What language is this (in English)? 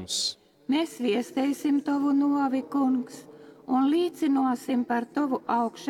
Latgalian